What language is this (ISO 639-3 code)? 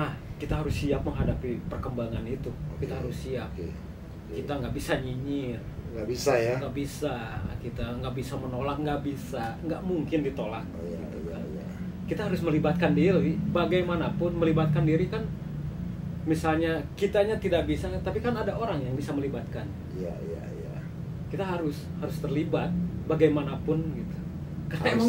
ind